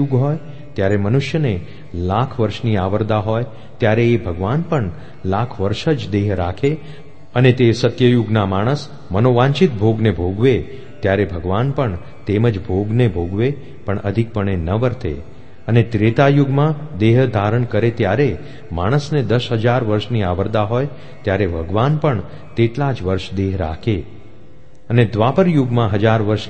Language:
Gujarati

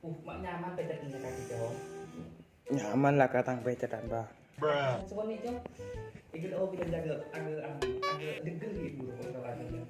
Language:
Madurese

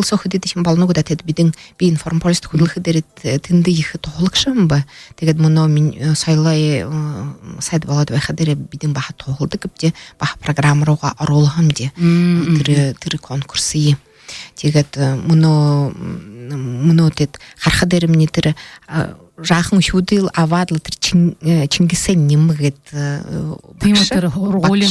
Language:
Buriat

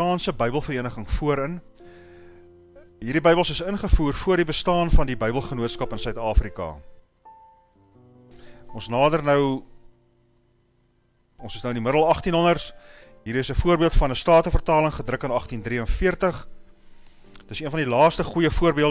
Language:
Afrikaans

